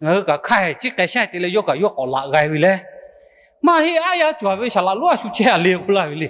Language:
Lahu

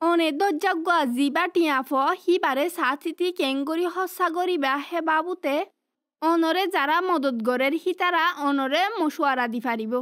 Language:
Assamese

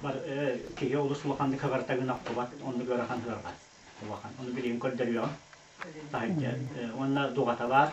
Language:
Yakut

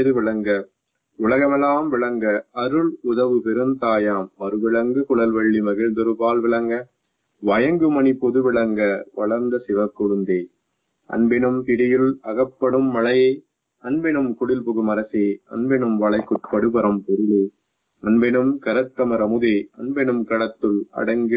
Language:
Tamil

